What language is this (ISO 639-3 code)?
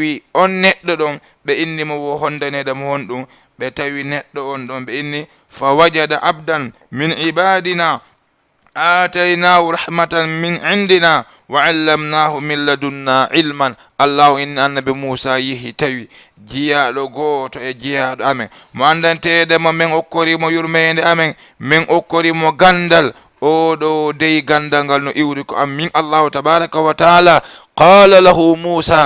ful